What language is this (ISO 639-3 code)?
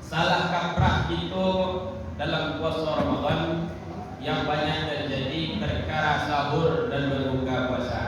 min